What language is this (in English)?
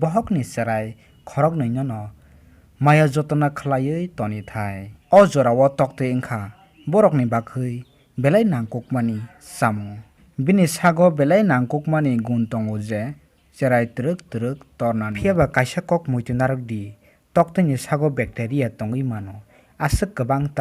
Kok Borok